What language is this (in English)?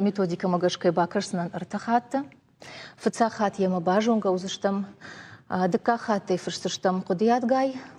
Ossetic